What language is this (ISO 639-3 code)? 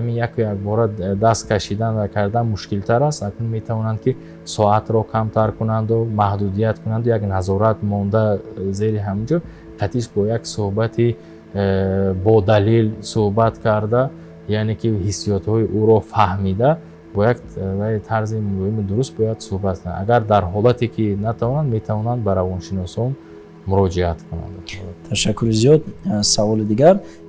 tgk